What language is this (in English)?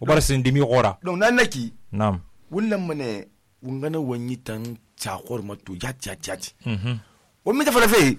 Susu